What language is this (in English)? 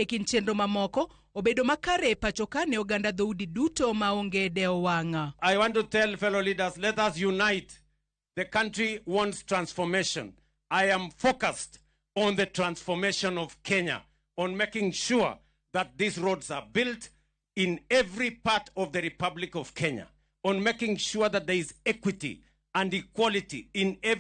Luo (Kenya and Tanzania)